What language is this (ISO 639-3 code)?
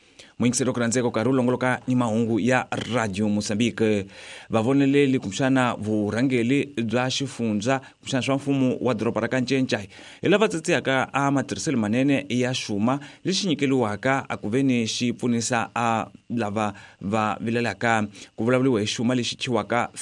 tso